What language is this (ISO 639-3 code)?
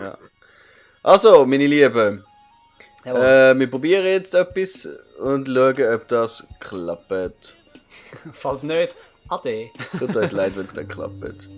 gsw